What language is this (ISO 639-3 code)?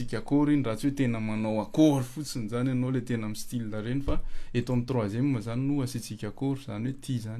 mlg